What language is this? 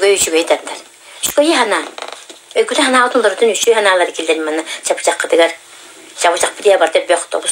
Yakut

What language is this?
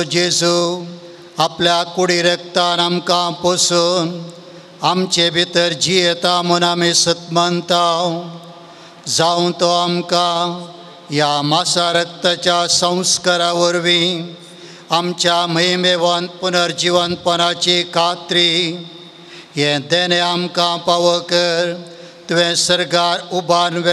Konkani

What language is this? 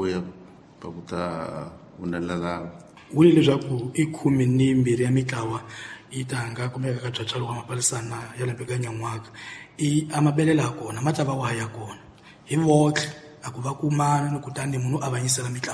Tsonga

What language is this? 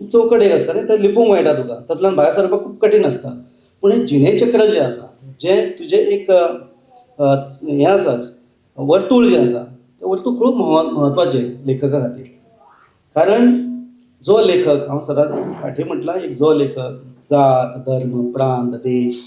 Konkani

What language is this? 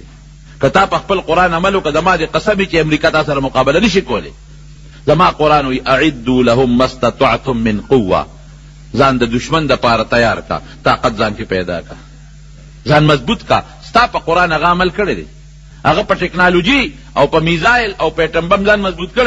Pashto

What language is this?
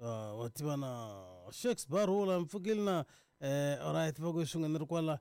Tsonga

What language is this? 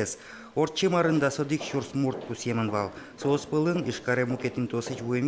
Udmurt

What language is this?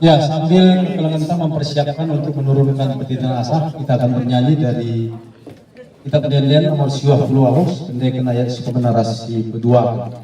Batak Karo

